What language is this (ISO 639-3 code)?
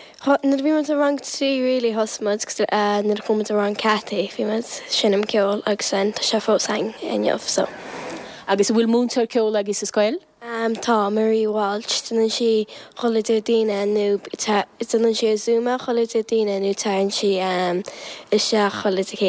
gle